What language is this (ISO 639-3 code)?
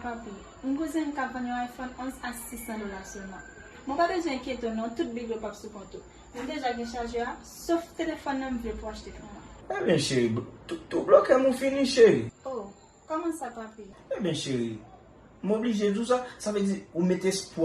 hat